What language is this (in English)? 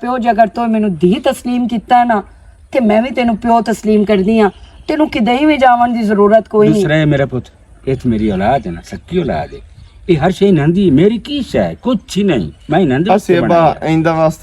Western Panjabi